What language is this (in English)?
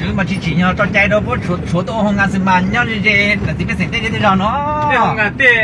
Hmong